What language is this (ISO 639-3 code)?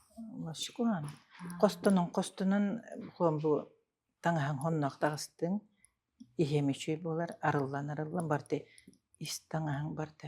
sah